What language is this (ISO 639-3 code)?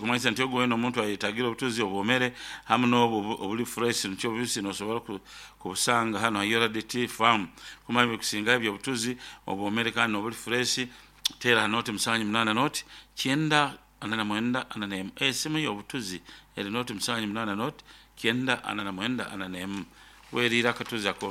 nyo